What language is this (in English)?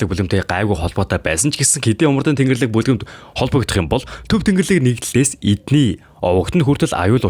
Mongolian